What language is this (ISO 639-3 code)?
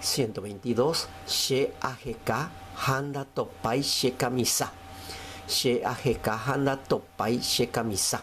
grn